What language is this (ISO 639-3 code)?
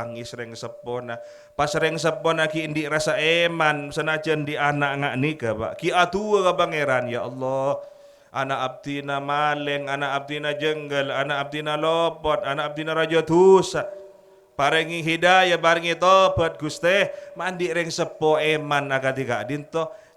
mad